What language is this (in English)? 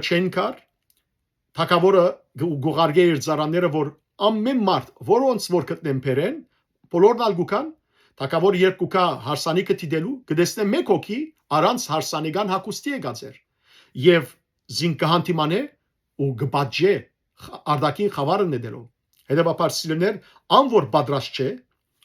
Western Armenian